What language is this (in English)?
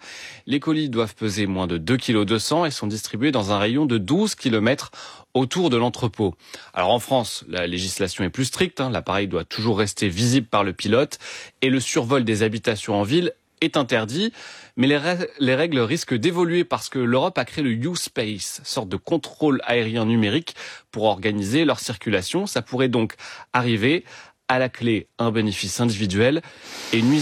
French